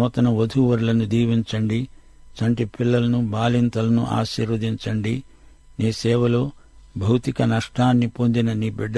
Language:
Telugu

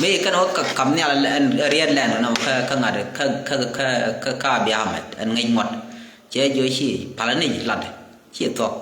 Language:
Nuer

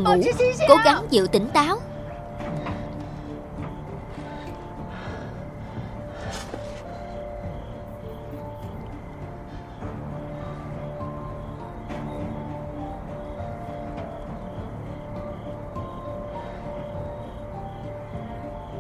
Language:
Vietnamese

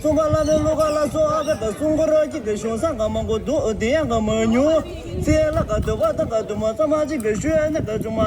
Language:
Tibetan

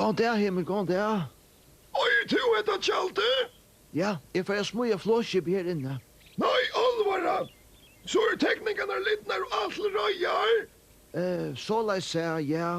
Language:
Faroese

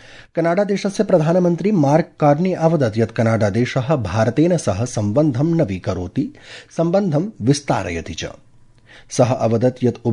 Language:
Sanskrit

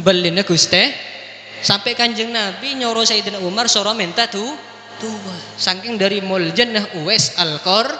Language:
Madurese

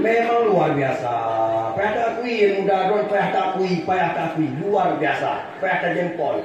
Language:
Achinese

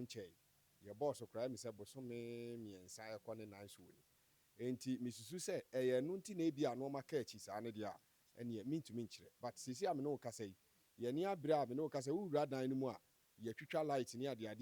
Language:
Akan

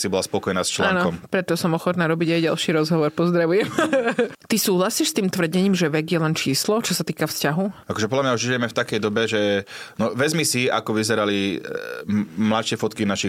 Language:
Slovak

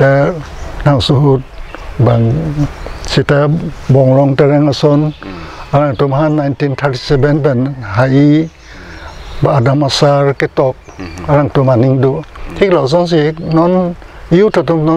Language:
Karbi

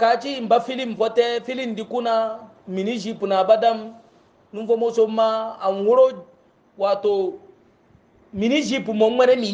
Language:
Hausa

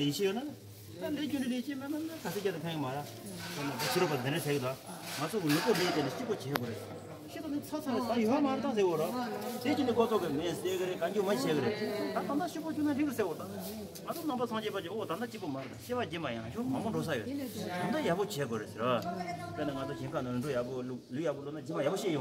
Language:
Tibetan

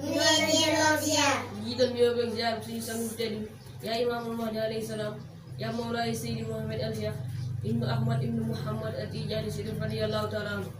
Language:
Wolof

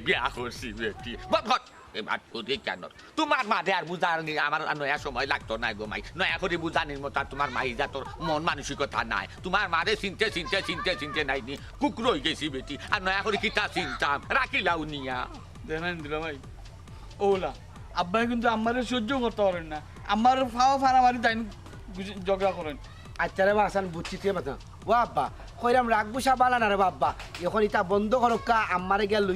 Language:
Sylheti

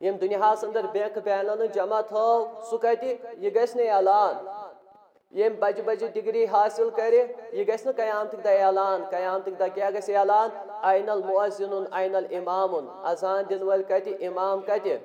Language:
Kashmiri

